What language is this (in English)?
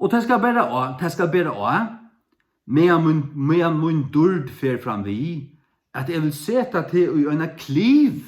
Faroese